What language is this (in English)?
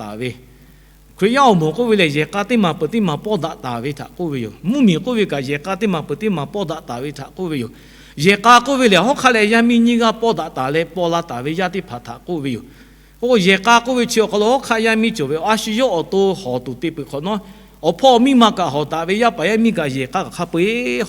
Lahu